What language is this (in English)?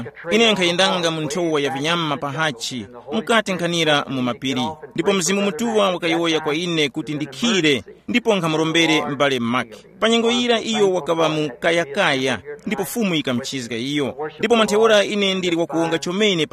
Tumbuka